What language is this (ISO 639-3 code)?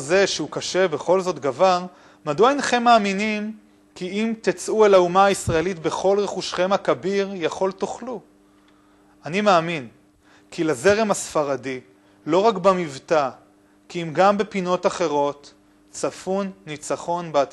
heb